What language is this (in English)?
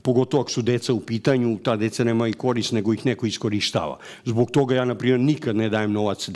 Serbian